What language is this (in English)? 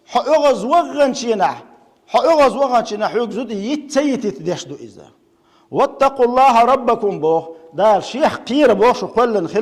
Chechen